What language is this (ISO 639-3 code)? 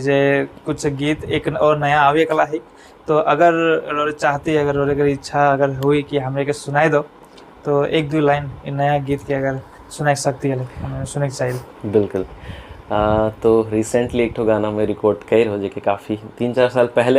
sck